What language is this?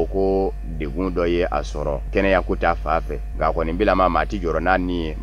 Bambara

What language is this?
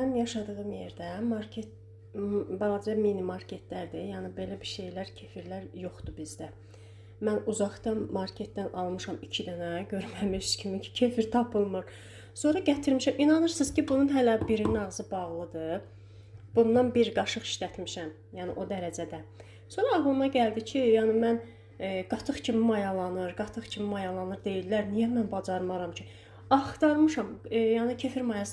Azerbaijani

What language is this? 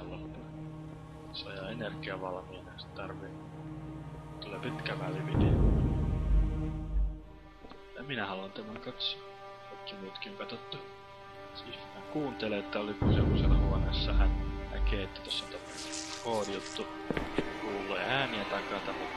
Finnish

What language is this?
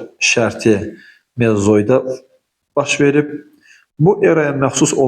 Azerbaijani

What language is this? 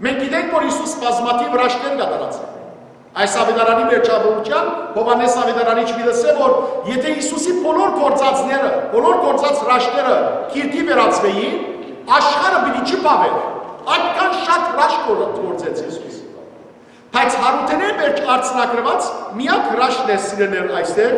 Western Armenian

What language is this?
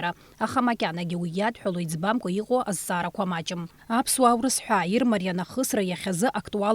Abkhazian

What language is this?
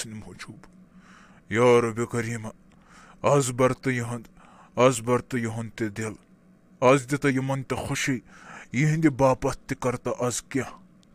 Kashmiri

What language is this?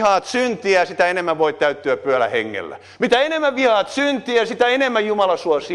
Finnish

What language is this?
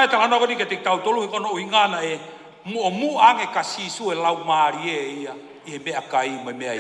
Tongan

